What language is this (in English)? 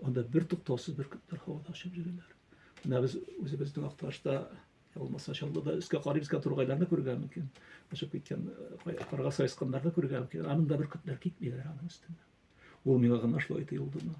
Tatar